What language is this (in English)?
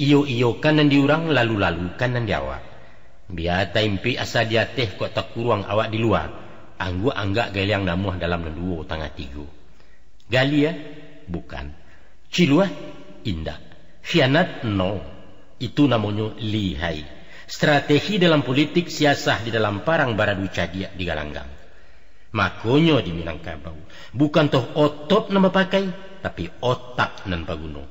Minangkabau